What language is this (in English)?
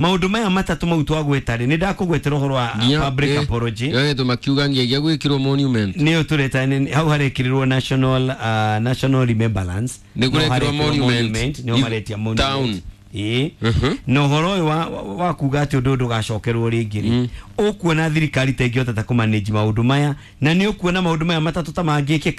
Kikuyu